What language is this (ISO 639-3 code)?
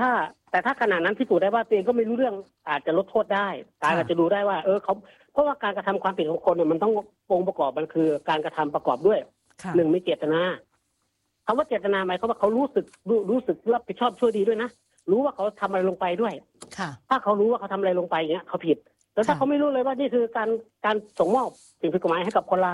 tha